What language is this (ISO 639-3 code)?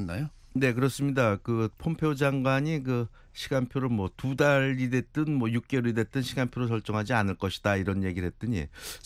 kor